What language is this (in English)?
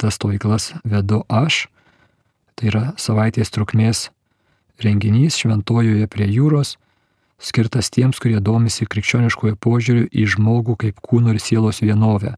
Lithuanian